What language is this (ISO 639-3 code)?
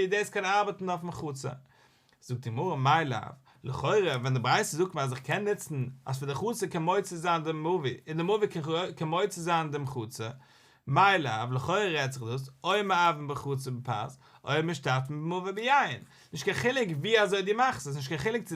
yid